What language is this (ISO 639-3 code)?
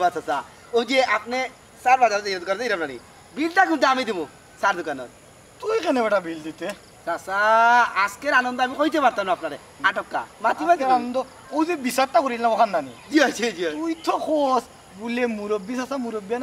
syl